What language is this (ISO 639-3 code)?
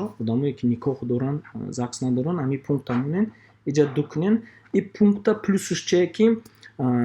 tgk